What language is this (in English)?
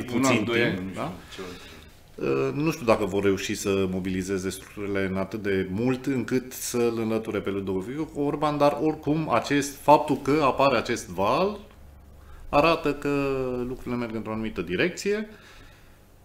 Romanian